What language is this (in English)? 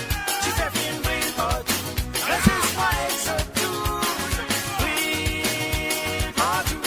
Morisyen